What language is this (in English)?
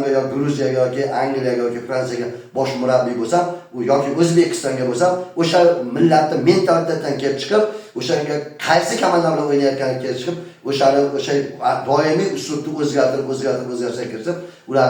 Uzbek